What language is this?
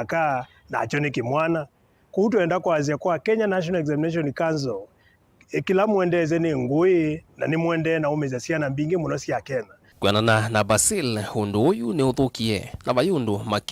Kamba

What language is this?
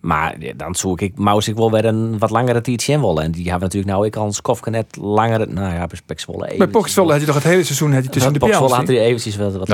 Western Frisian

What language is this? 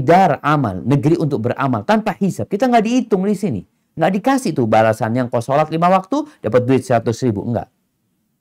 Indonesian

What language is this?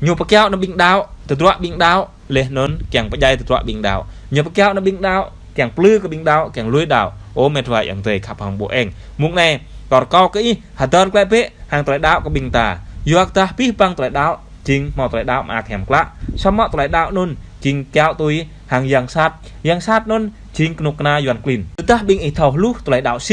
Jarai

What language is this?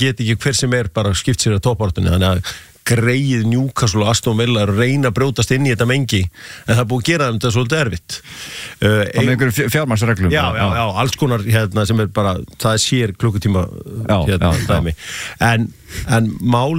Icelandic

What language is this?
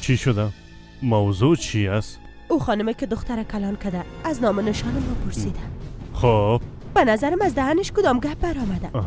Persian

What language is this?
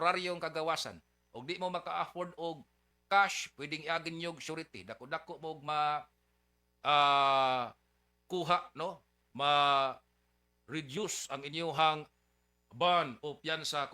Cebuano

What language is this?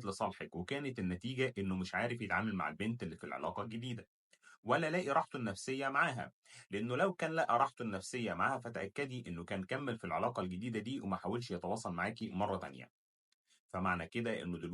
Egyptian Arabic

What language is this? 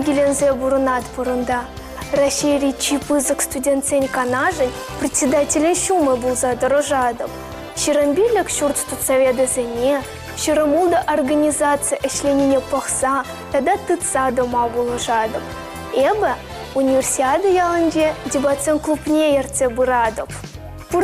Chuvash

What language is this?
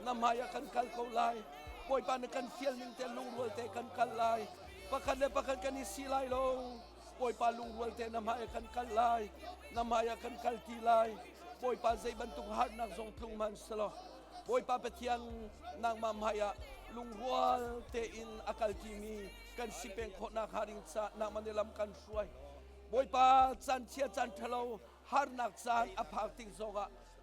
Hakha Chin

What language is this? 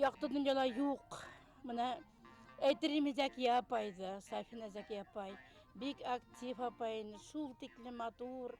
Bashkir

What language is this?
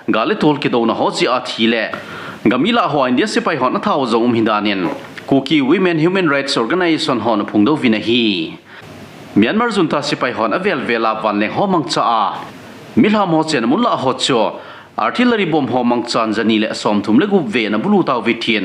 Thado Chin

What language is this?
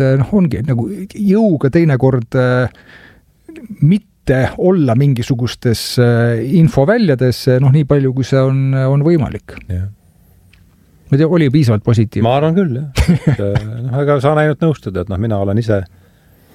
Estonian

